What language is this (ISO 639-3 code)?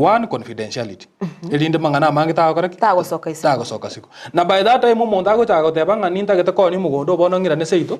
guz